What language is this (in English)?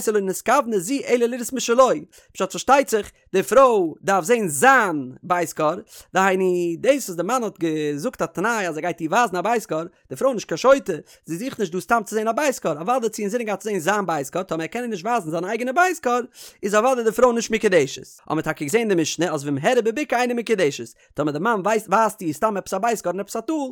Yiddish